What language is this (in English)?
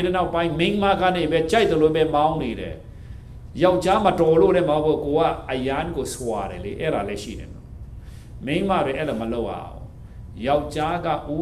Burmese